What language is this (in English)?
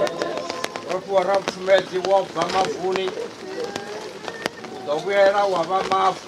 Venda